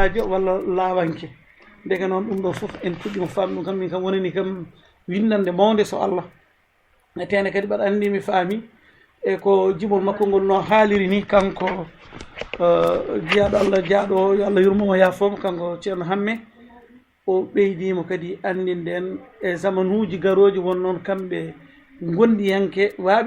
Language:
Fula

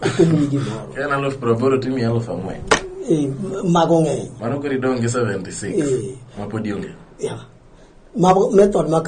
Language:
Luo (Kenya and Tanzania)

